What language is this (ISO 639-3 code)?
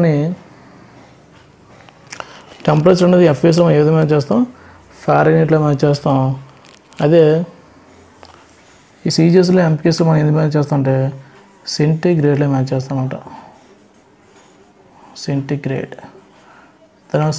tel